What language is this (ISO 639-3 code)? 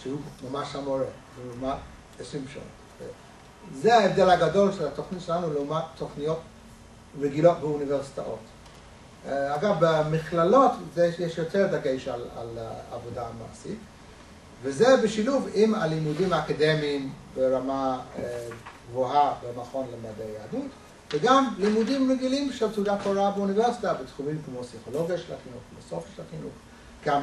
heb